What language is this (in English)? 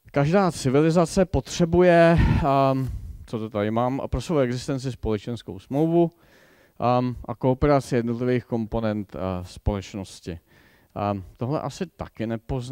Czech